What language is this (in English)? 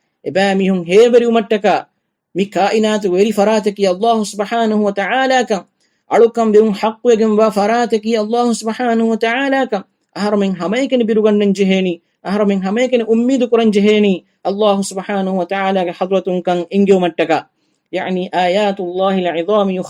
Divehi